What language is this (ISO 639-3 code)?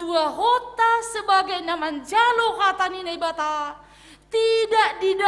bts